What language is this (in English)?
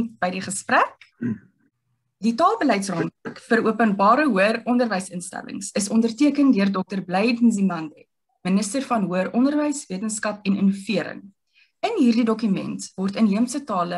Afrikaans